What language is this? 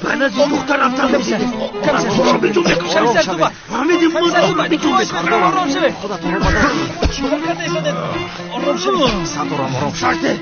Tajik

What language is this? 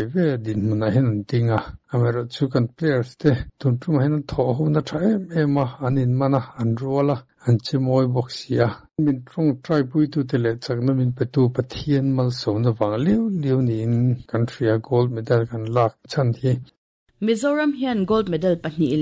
Mizo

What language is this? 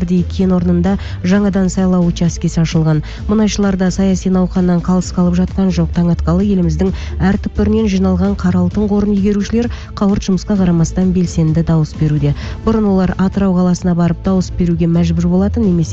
Kazakh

